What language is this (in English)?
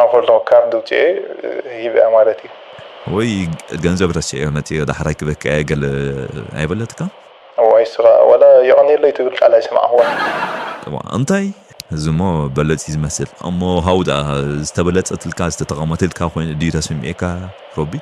Tigrinya